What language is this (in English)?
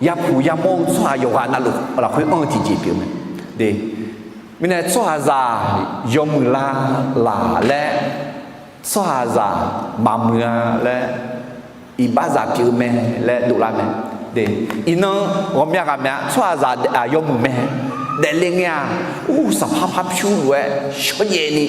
Akha